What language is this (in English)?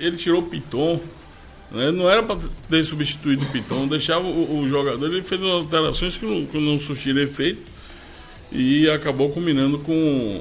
Portuguese